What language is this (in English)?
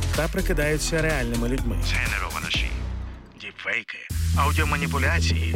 Ukrainian